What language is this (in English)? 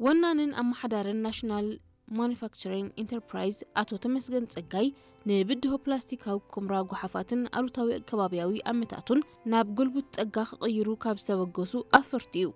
Tigrinya